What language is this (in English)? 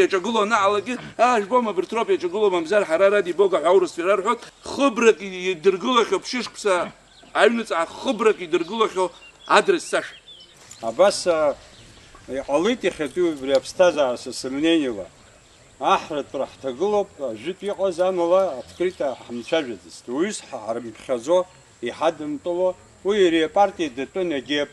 Abkhazian